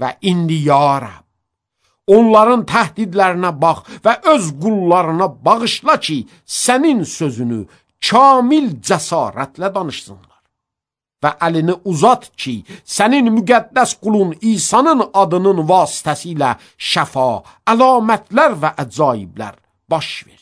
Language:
Azerbaijani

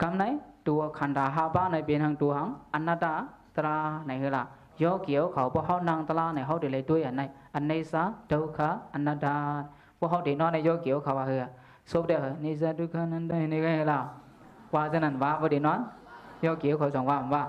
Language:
Shan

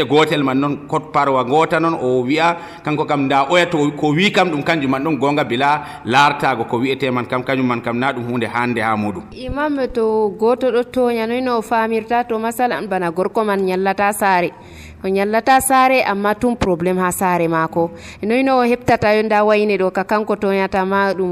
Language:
Nigerian Fulfulde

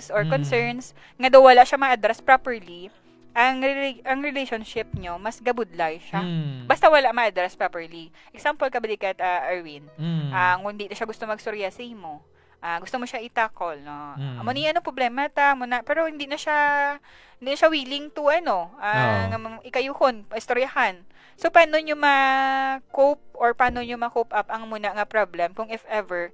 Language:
Hiligaynon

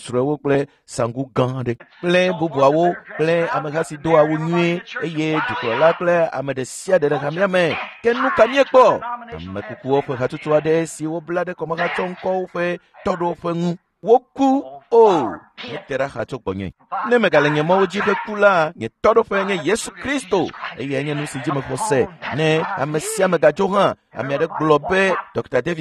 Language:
Ewe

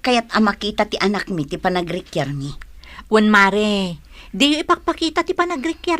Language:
Iloko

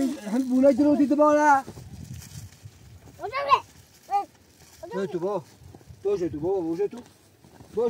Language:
Persian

